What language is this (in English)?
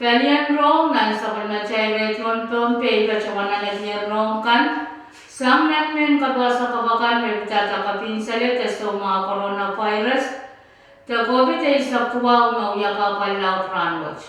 Pohnpeian